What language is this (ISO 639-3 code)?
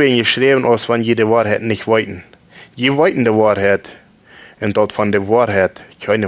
pdt